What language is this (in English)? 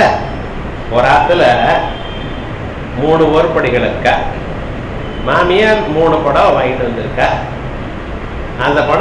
Tamil